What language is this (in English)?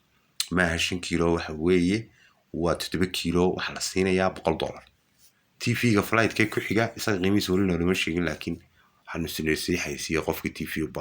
Somali